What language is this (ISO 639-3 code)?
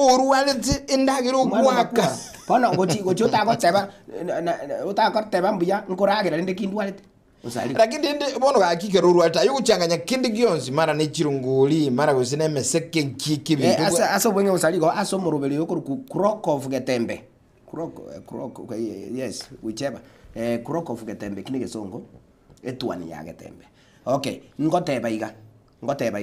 guz